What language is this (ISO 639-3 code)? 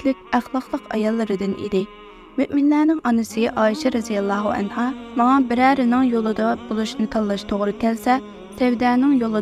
uig